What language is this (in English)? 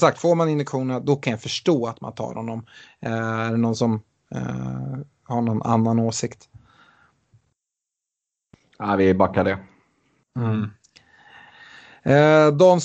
Swedish